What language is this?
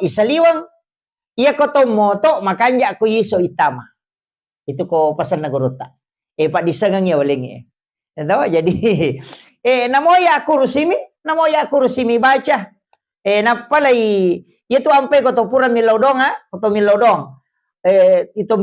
Buginese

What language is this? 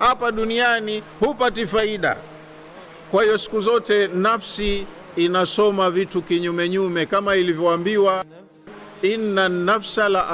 Swahili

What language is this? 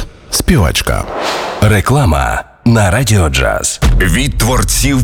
Ukrainian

